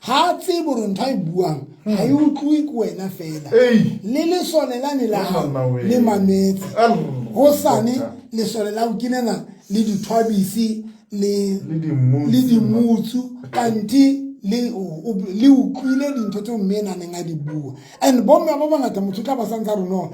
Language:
Southern Sotho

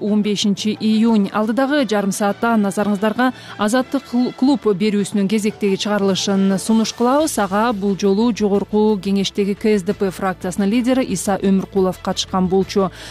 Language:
Kyrgyz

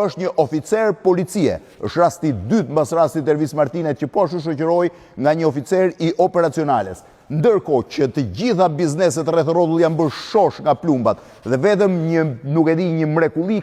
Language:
Albanian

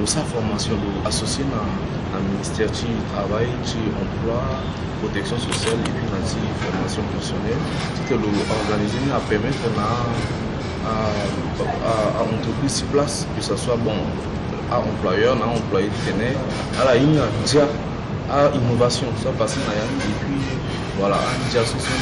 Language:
Sango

